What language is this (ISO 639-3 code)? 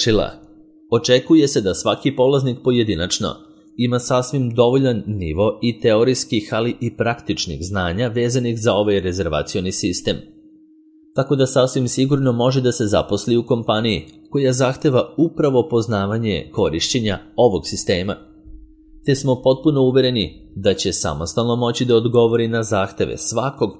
srp